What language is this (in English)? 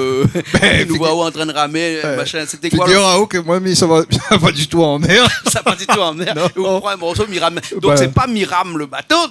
Réunion Creole French